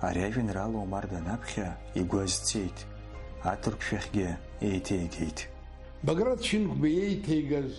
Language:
Abkhazian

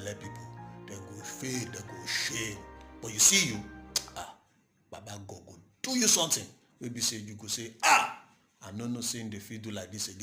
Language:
Nigerian Pidgin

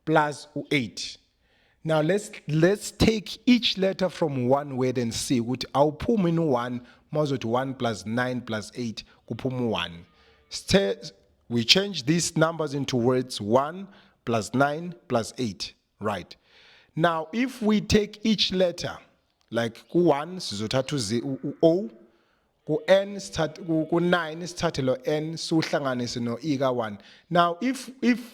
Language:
Zulu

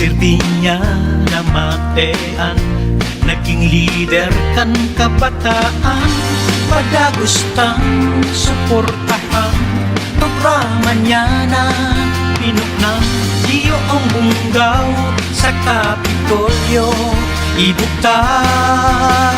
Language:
Bikol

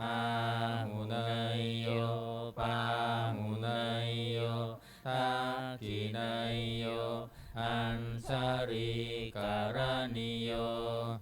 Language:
Pali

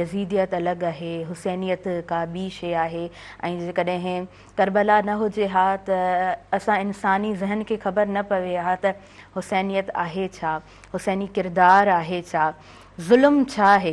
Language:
Sindhi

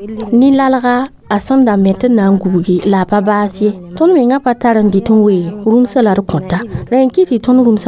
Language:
Mossi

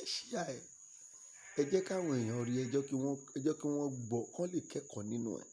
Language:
Yoruba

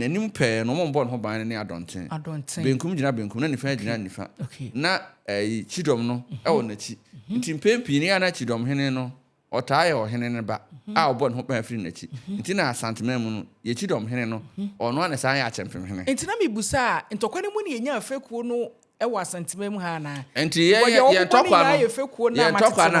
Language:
Akan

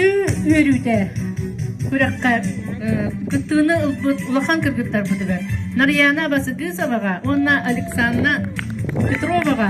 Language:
Yakut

